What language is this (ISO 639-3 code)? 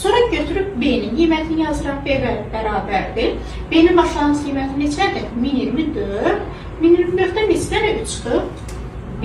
aze